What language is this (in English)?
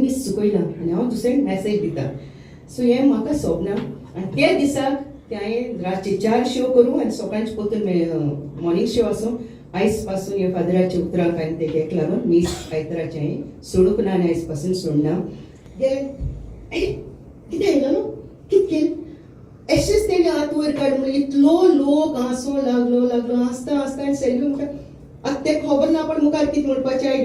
Konkani